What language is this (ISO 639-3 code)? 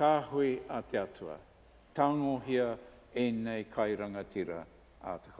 mri